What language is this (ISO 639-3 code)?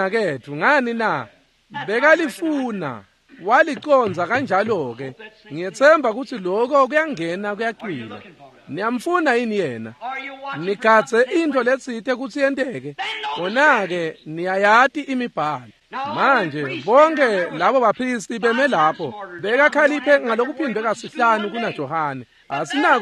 ssw